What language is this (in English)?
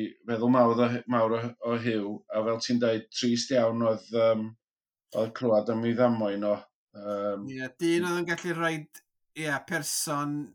Welsh